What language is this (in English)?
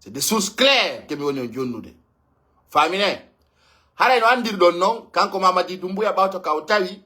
Pular